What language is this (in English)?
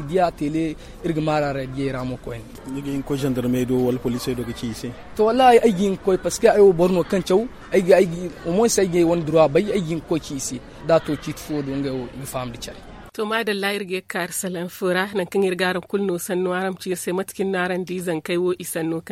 Zarma